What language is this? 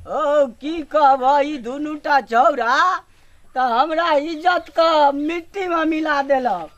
Maithili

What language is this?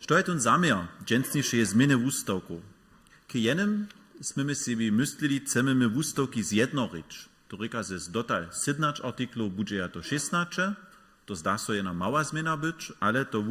Upper Sorbian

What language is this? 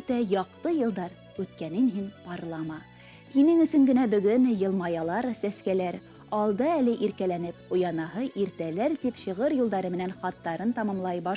Bashkir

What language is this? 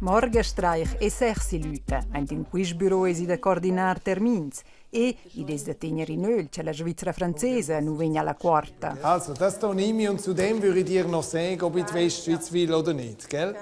Romansh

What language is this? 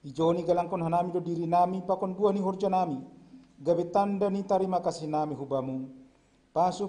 Batak Simalungun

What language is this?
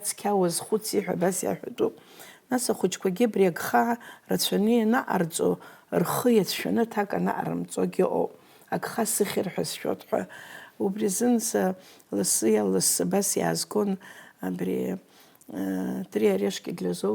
Abkhazian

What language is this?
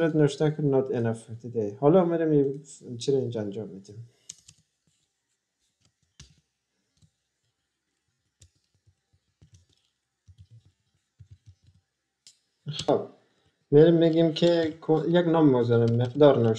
Persian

